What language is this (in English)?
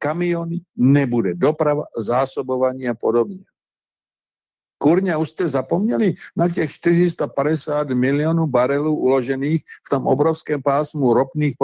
Czech